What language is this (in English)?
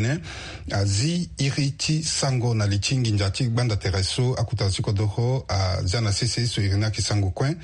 Sango